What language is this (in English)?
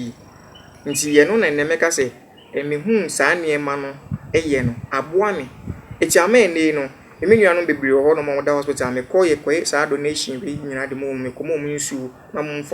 Akan